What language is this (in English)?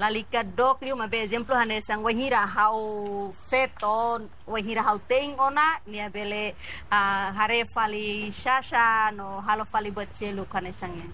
Tetum